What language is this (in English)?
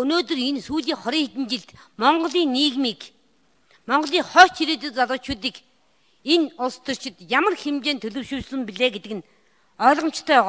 Mongolian